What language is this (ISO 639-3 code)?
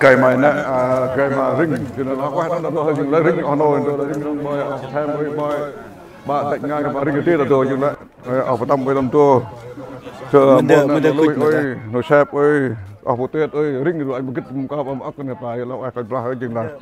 cmo